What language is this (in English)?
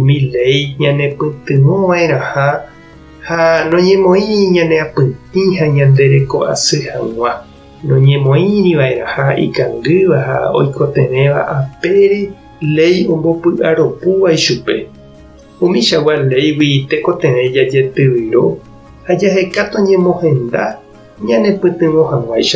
Guarani